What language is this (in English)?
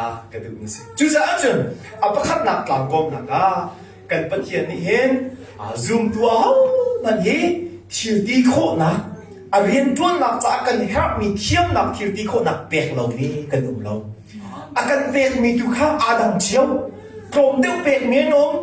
Hakha Chin